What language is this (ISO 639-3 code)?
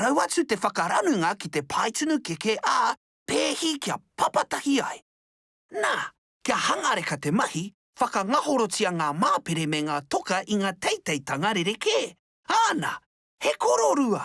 mri